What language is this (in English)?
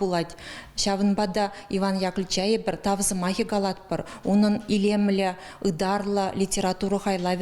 Chuvash